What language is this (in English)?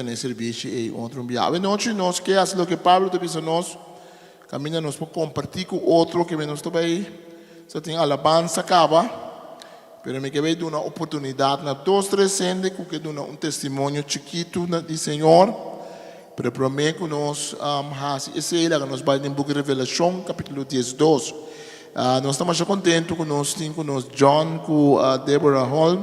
Papiamento